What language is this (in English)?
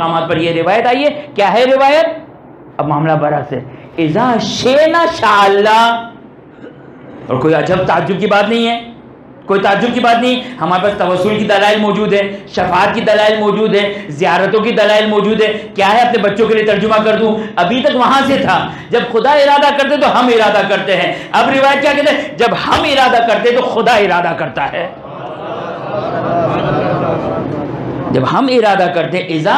Urdu